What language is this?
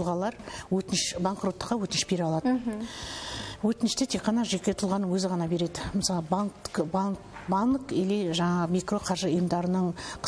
Kazakh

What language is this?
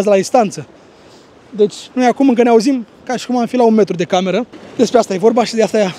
Romanian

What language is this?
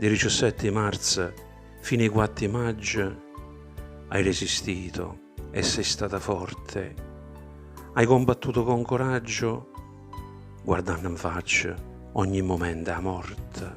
Neapolitan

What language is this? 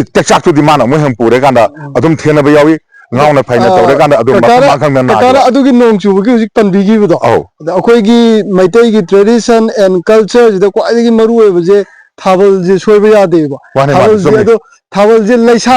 Manipuri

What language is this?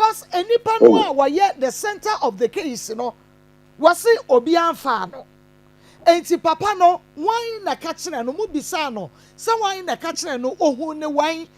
Akan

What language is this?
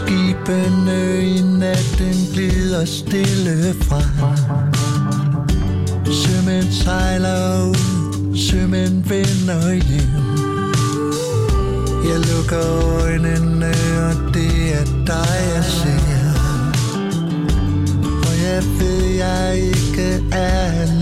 Danish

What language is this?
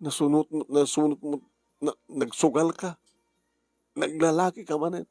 Iloko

